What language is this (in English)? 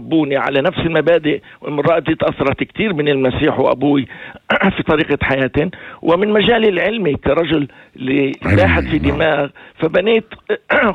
North Levantine Arabic